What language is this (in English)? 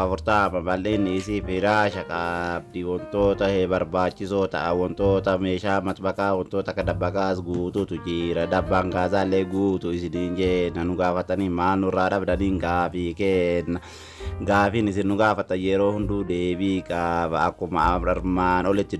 Oromo